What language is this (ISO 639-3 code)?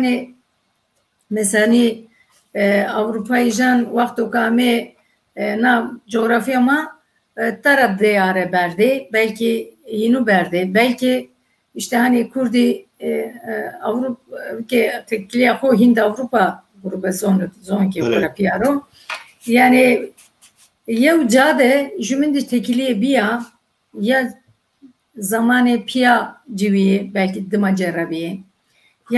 zza